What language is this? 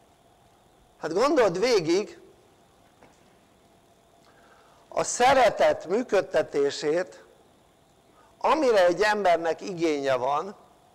Hungarian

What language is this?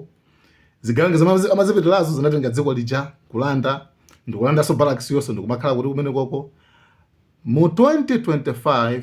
Nyanja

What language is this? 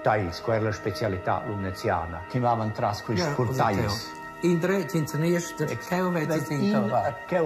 Romansh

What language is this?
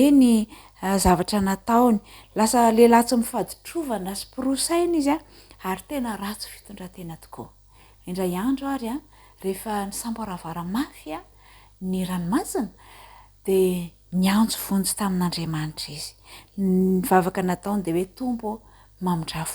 Malagasy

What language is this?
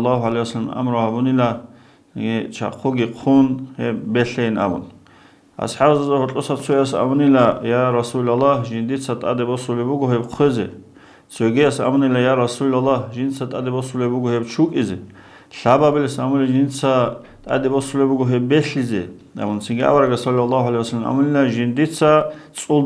Avaric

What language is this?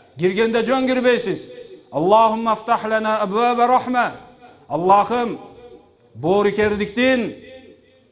Kyrgyz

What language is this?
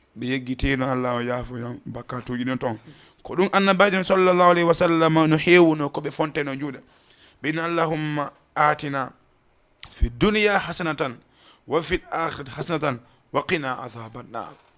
Fula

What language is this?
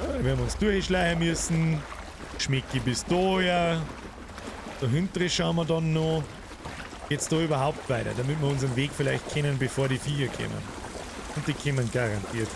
Bavarian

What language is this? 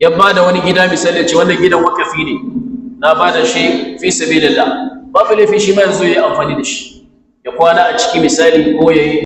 Hausa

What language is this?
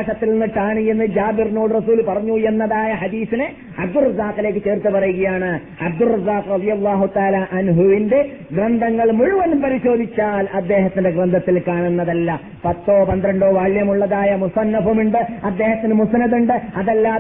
Malayalam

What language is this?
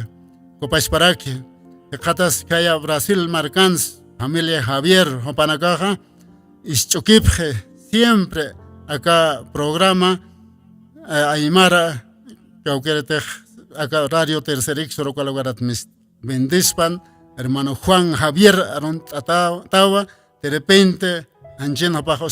Aymara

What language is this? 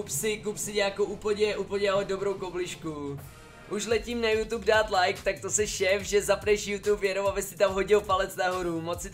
Czech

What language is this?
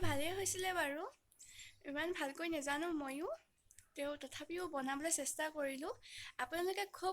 Assamese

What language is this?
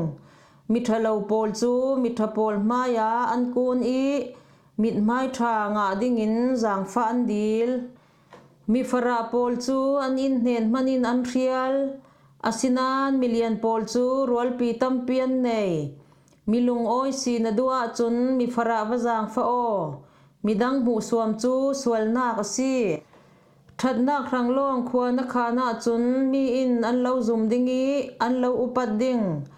Falam Chin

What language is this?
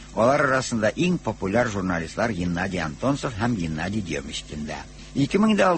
Tatar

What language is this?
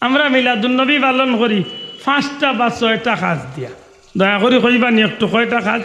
Sylheti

